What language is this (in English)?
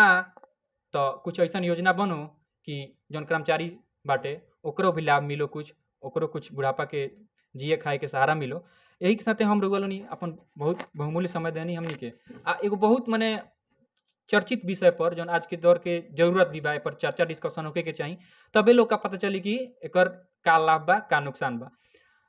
Bhojpuri